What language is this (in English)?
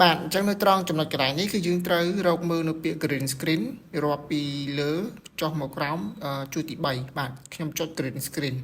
Khmer